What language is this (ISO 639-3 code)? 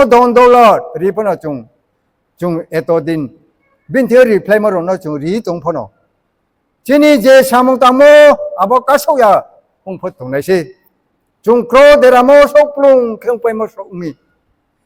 ria